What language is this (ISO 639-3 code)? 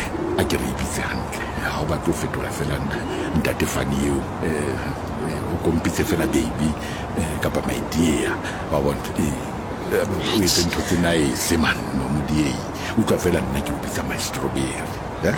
sot